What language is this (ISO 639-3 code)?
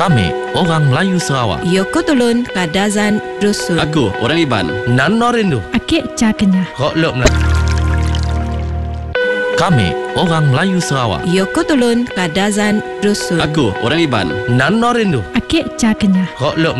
msa